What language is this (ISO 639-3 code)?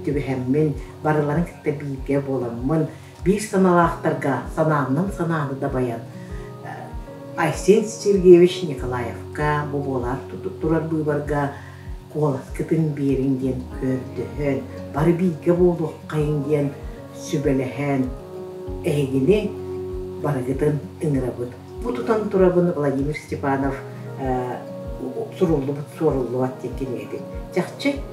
sah